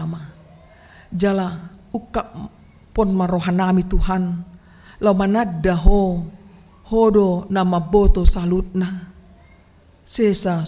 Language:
Batak Toba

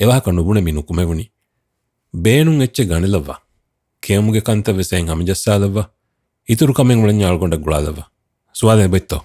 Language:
Divehi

